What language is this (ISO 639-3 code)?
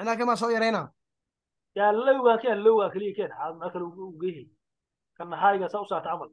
som